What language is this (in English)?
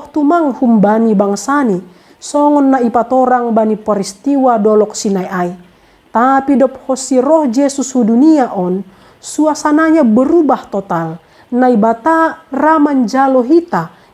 Batak Simalungun